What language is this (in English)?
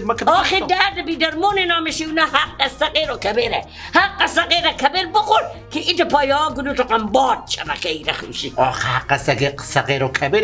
Persian